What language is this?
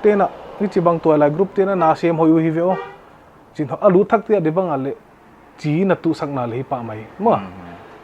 Paite Chin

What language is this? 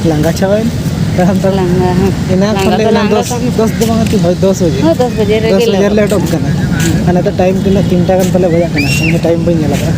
Santali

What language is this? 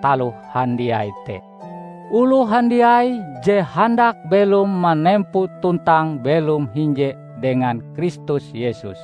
Ngaju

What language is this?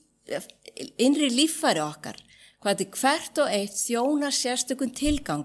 Icelandic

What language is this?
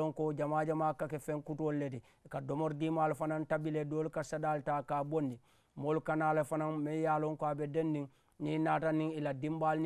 Mandingo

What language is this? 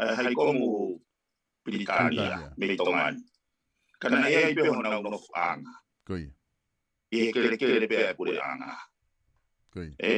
Tongan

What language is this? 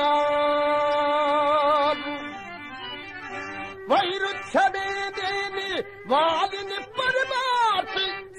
Telugu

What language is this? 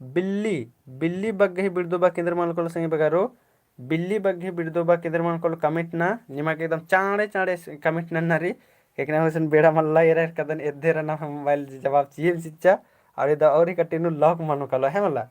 Kurukh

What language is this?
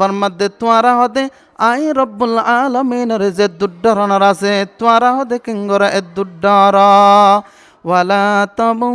Rohingya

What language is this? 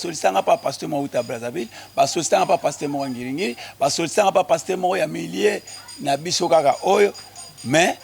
Lingala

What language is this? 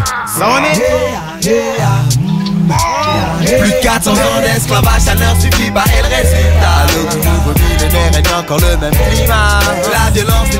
French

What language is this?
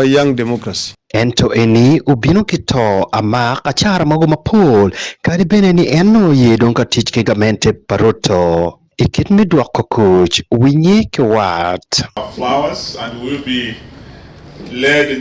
Acoli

